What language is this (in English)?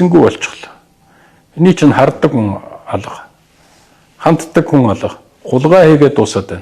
Mongolian